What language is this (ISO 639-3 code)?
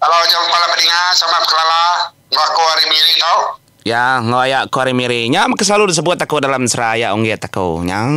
iba